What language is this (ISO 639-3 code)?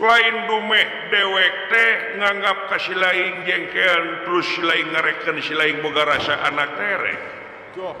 sun